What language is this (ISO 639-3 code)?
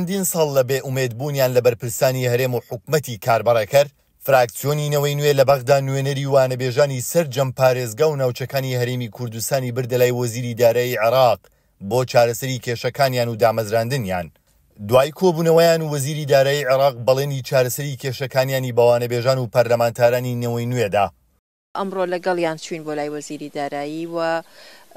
ckb